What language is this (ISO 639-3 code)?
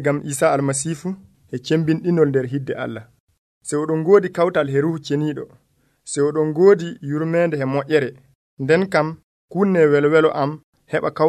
fuv